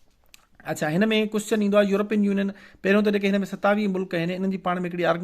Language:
Sindhi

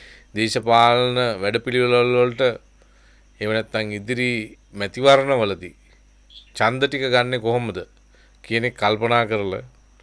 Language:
Sinhala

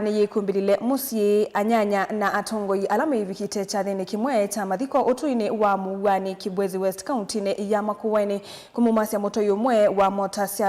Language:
Kamba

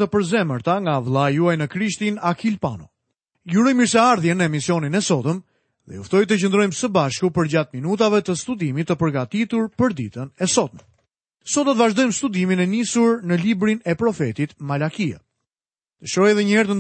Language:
Albanian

